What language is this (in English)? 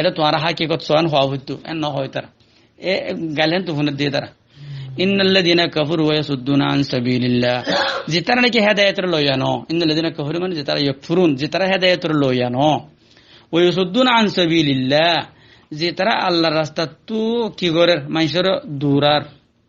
Rohingya